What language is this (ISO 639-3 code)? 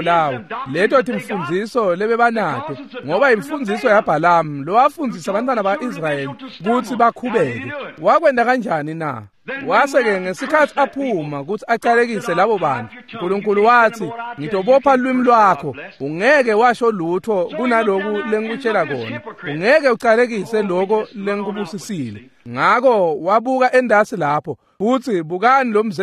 ssw